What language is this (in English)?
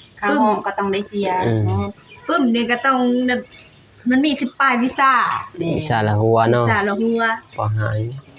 Lao